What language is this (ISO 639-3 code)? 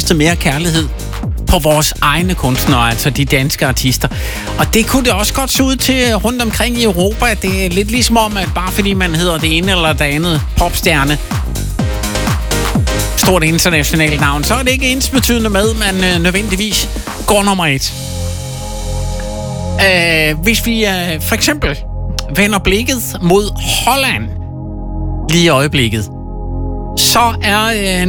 dan